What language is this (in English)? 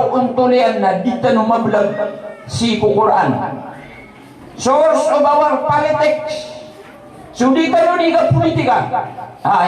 Maranao